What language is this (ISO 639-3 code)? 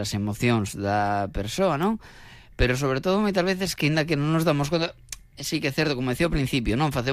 glg